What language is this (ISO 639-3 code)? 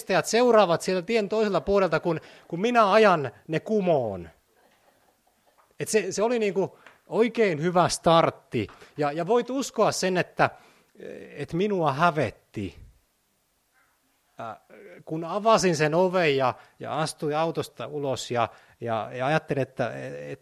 fin